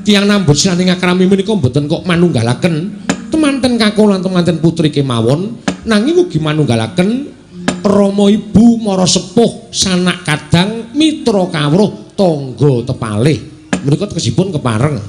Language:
Javanese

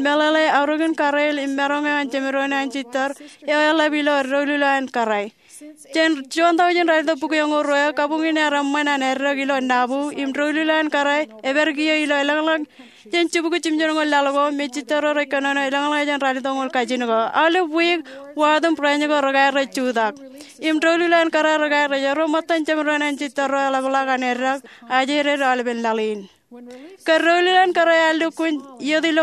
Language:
Marshallese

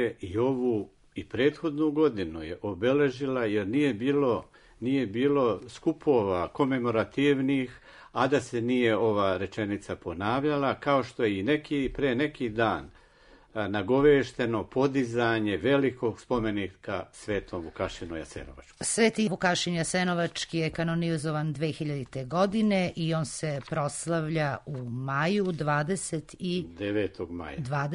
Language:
Serbian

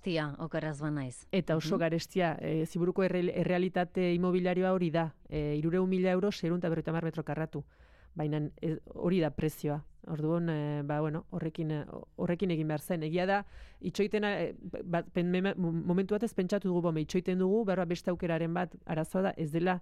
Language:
Basque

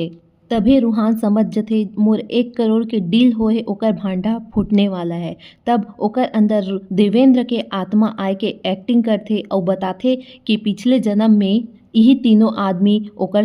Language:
Chhattisgarhi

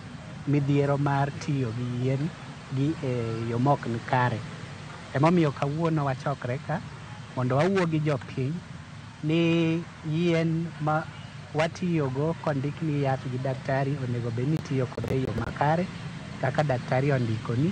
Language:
Luo (Kenya and Tanzania)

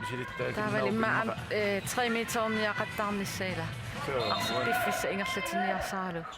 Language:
Kalaallisut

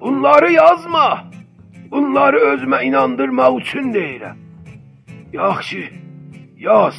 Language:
South Azerbaijani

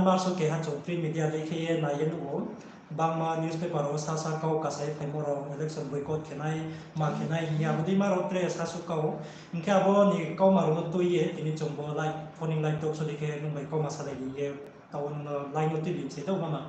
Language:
Riang (India)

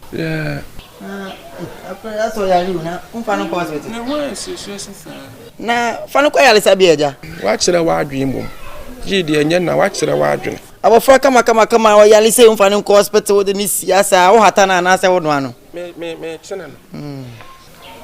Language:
Akan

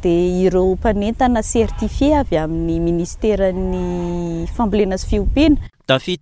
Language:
Malagasy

